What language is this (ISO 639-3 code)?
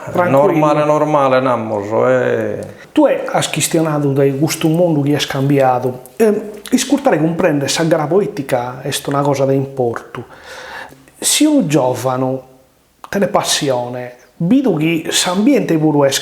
srd